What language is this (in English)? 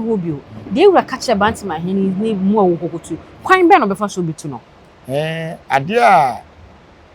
Akan